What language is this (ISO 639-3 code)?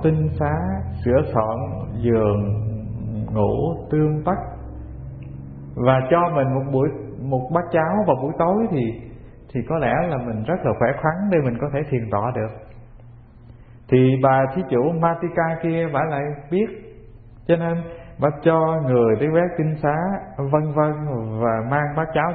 vie